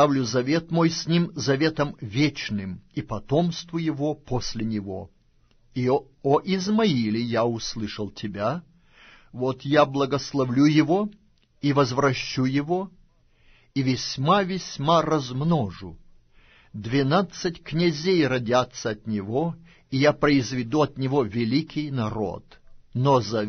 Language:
Russian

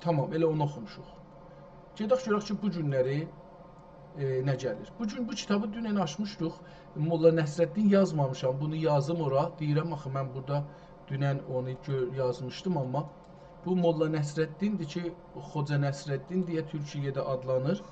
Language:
South Azerbaijani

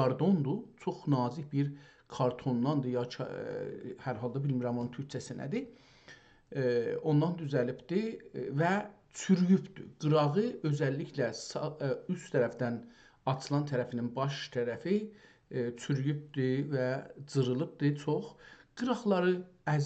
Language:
South Azerbaijani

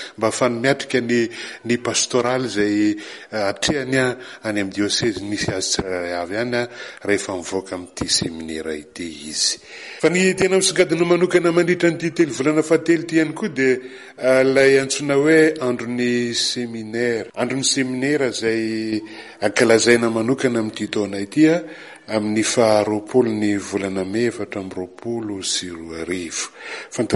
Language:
Malagasy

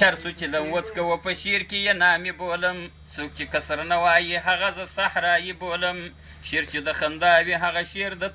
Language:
Pashto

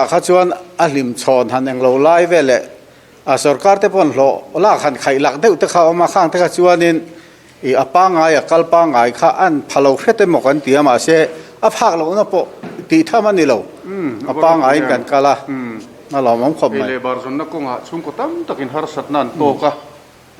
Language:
Mizo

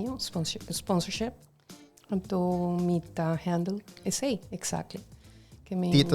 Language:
Papiamento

